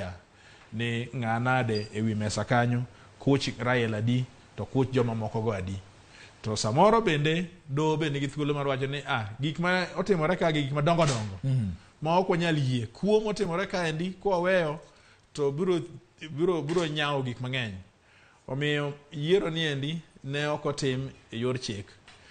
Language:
Luo (Kenya and Tanzania)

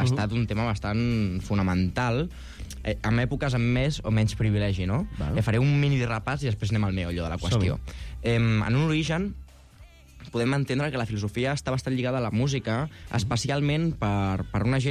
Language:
Catalan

